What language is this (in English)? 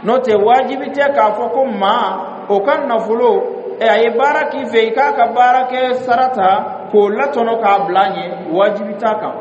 Dyula